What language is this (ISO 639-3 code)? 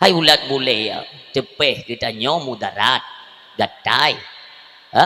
ace